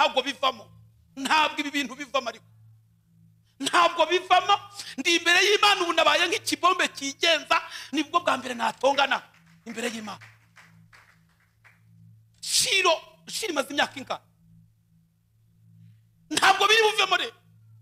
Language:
Kinyarwanda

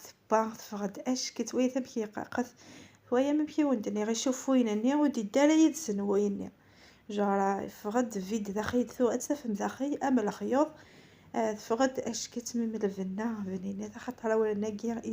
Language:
Kabyle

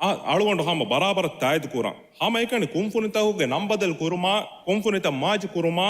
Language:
Divehi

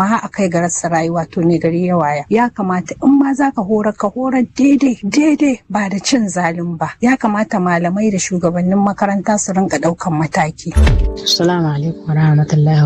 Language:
Hausa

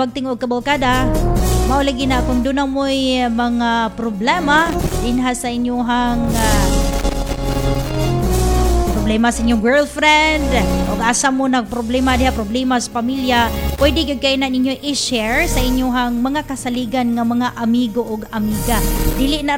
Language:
Cebuano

